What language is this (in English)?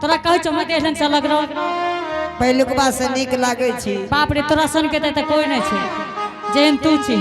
Angika